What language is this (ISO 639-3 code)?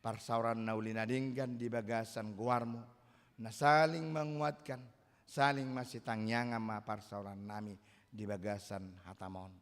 bbc